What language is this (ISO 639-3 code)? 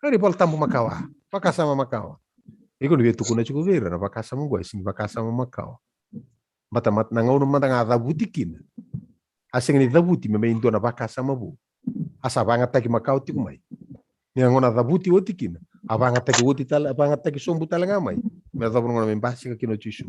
fij